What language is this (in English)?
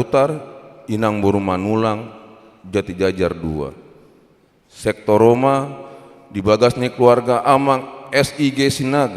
Batak Toba